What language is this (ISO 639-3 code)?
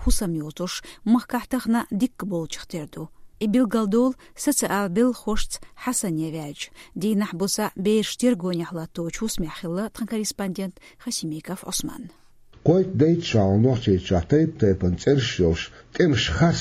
che